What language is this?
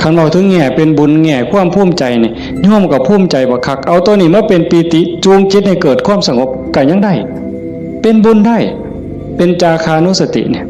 Northeastern Thai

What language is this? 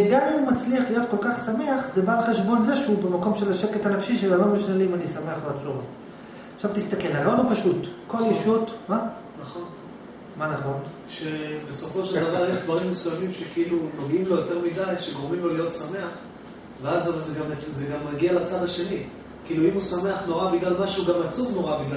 Hebrew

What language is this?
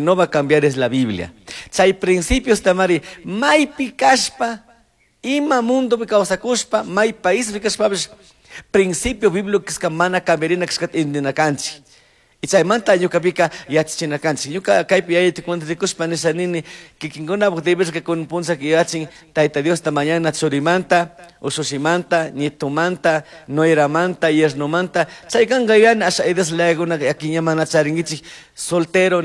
Chimborazo Highland Quichua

